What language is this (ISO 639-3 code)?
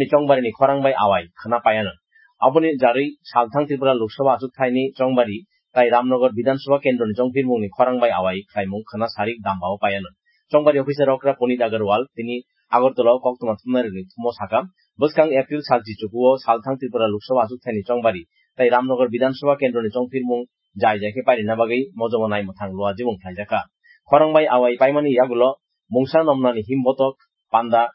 trp